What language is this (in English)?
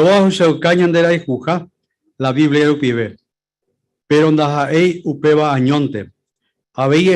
Guarani